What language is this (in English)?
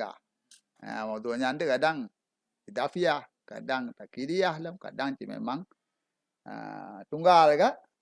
Achinese